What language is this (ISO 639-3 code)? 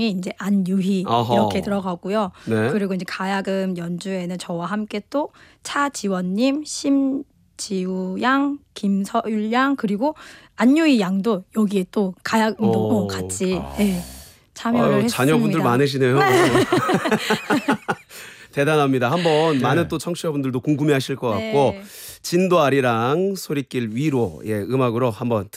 kor